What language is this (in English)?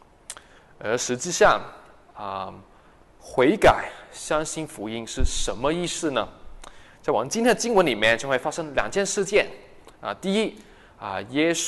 Chinese